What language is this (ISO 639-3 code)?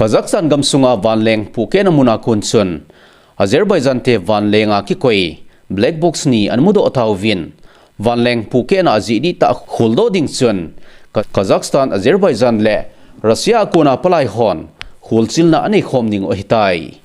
tcz